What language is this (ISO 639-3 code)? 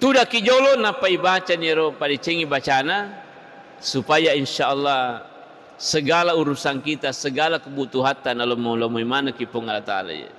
bug